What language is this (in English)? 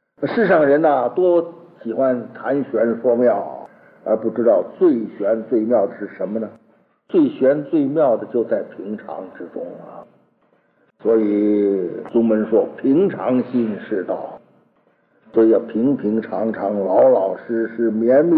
Chinese